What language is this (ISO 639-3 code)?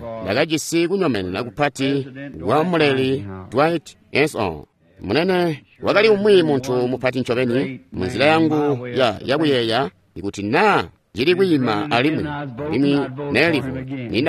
toi